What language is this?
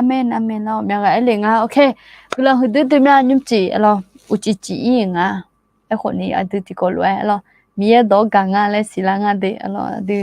Akha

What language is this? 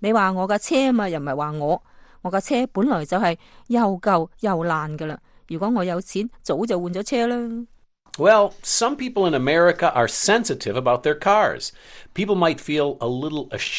Cantonese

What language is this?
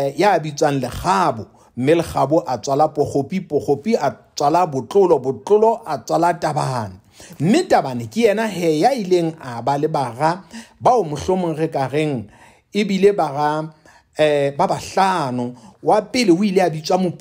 Southern Sotho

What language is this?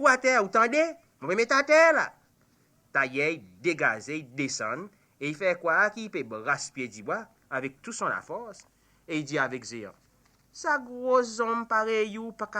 Seselwa Creole French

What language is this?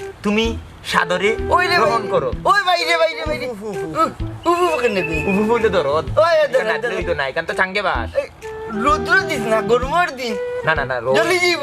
Sylheti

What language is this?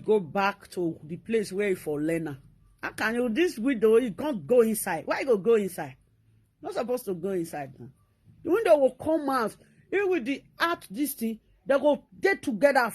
Nigerian Pidgin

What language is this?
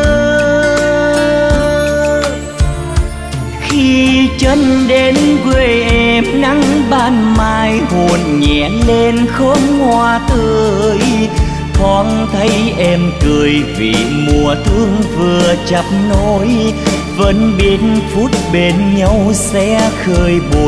Vietnamese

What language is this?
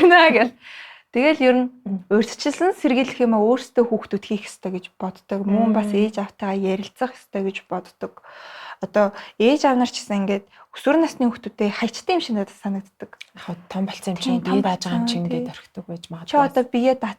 Mongolian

